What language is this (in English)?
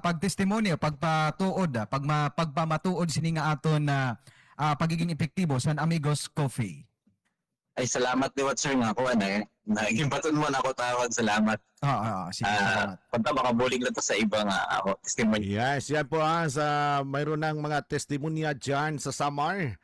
Cebuano